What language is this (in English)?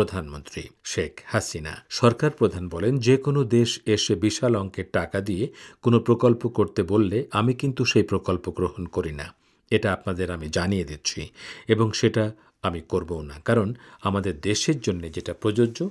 Bangla